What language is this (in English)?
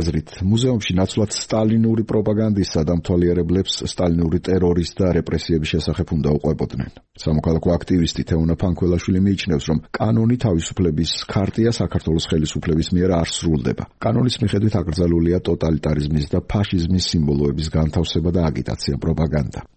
Georgian